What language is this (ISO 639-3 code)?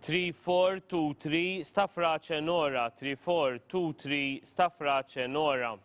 eng